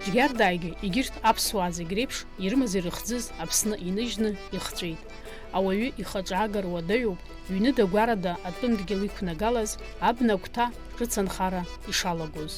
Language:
Abkhazian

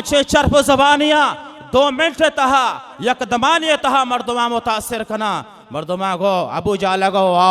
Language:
Baluchi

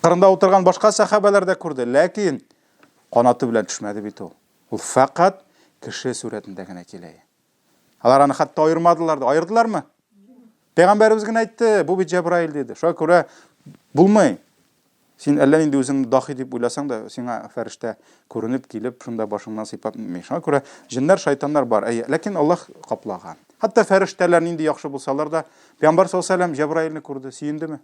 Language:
Tatar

